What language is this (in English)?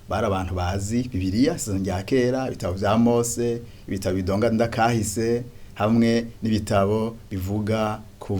Rundi